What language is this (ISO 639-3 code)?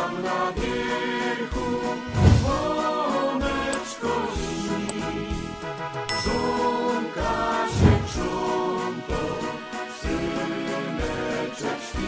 szl